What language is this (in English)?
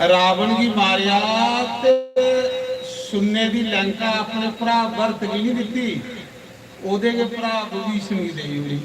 Dogri